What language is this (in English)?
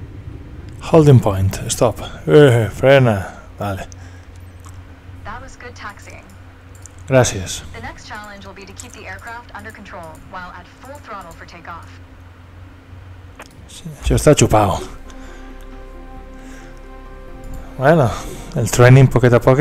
Catalan